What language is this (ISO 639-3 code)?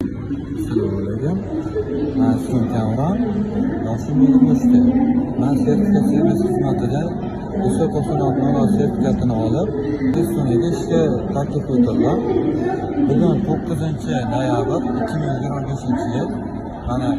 uzb